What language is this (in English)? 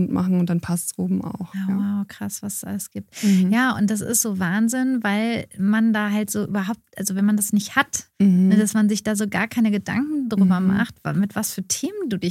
German